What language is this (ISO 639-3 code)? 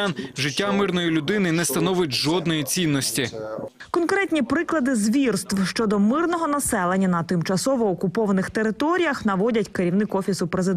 ukr